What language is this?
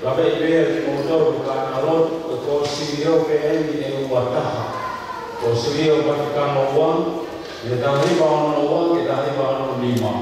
Tongan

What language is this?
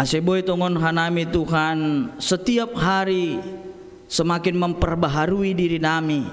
Batak Simalungun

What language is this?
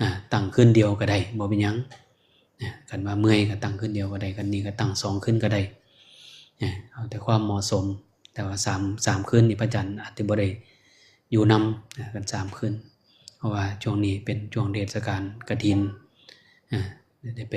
Northeastern Thai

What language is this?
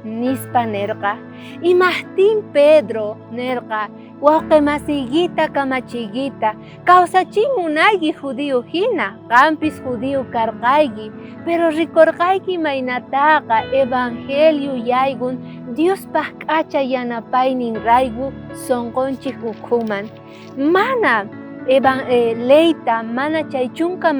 South Bolivian Quechua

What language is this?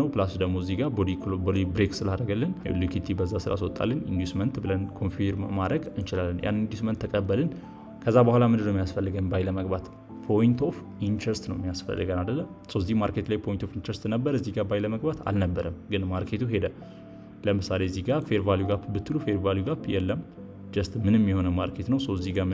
Amharic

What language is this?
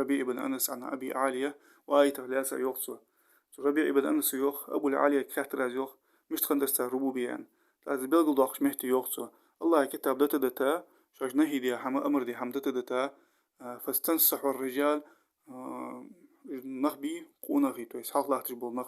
Ingush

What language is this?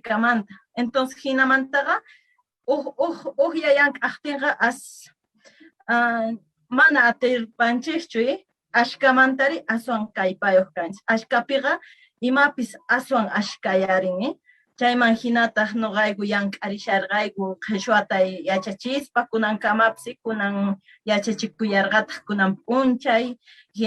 Quechua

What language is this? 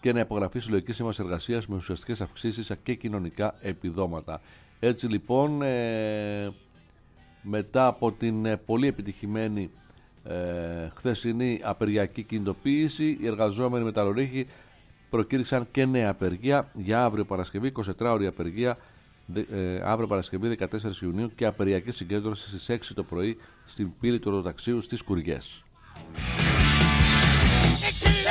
Greek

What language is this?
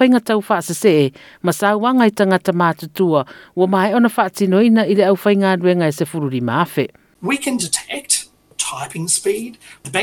Samoan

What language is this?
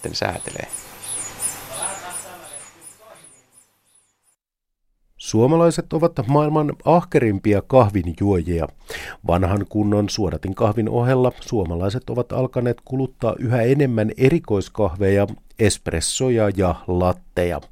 Finnish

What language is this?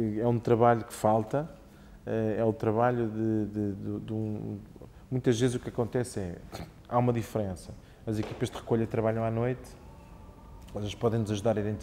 Portuguese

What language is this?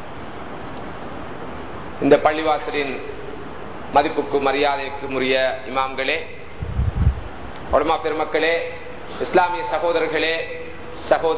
Tamil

